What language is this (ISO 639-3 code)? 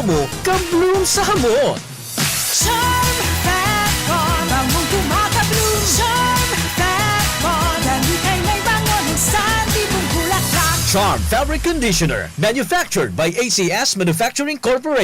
bik